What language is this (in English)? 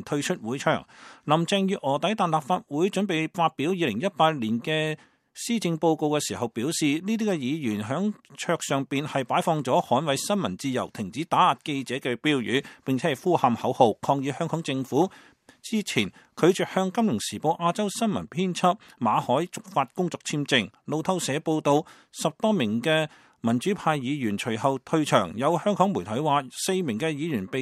Cantonese